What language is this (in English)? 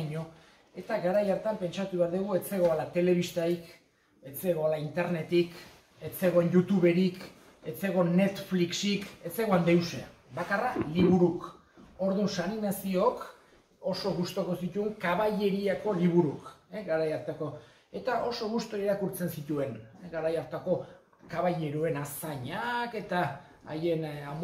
Basque